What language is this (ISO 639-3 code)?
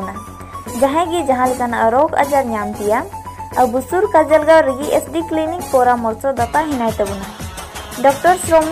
sat